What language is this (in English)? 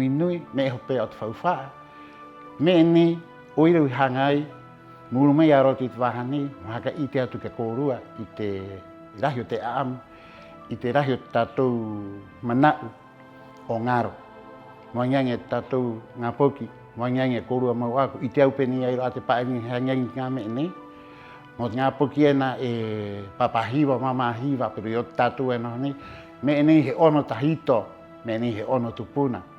Rapanui